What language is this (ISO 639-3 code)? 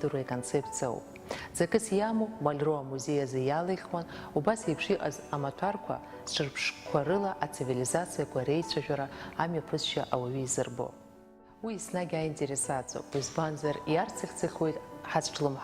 abk